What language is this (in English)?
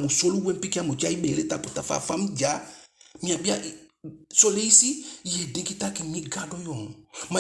Eastern Maroon Creole